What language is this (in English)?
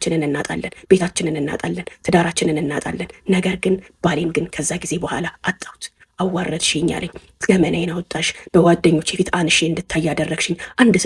Amharic